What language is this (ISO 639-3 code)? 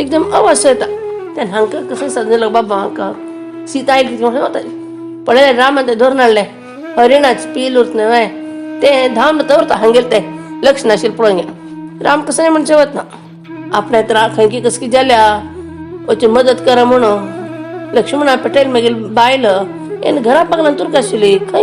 kok